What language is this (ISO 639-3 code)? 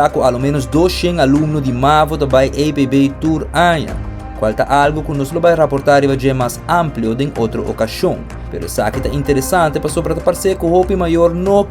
pap